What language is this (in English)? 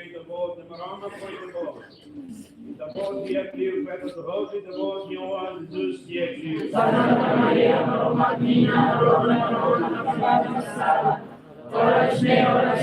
Tetum